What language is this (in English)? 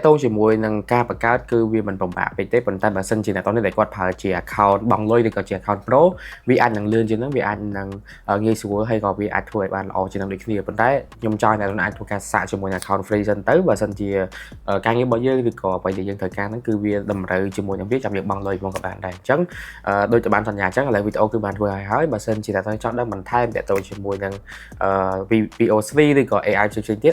Khmer